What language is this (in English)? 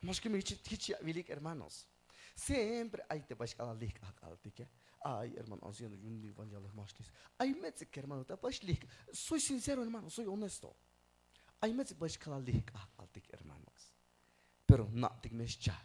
Tzeltal